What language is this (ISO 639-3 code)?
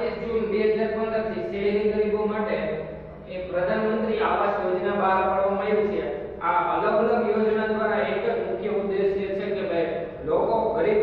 guj